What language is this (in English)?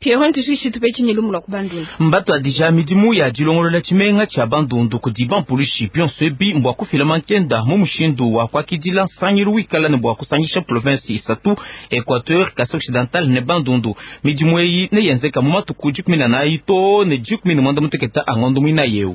Luba-Lulua